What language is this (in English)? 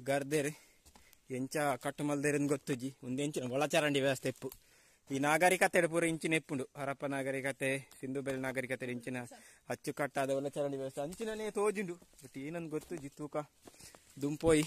Tulu